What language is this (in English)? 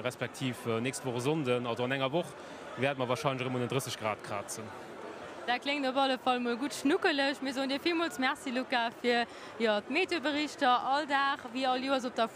Luxembourgish